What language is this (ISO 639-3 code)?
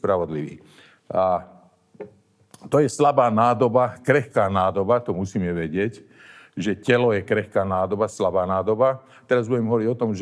slk